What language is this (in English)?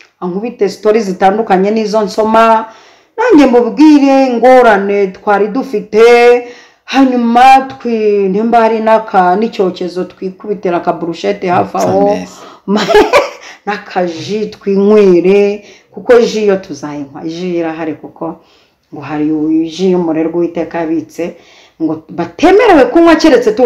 Kinyarwanda